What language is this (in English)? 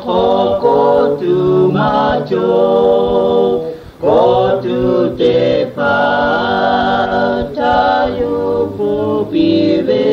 Lahu